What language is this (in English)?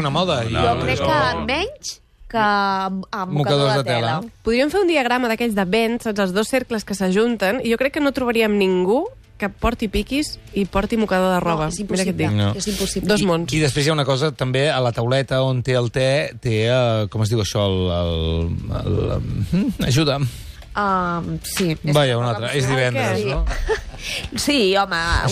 Catalan